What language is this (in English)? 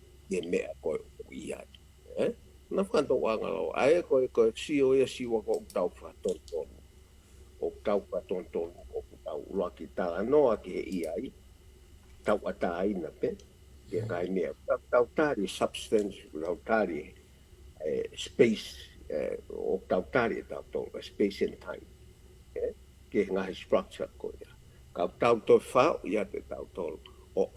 Tongan